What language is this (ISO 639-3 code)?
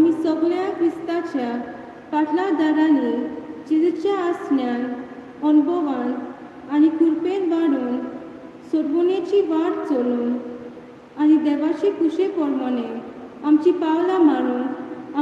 kok